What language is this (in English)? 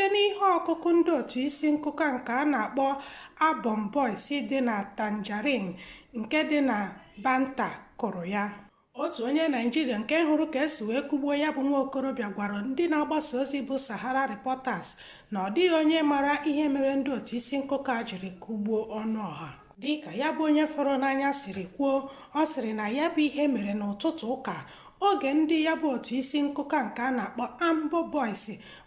Igbo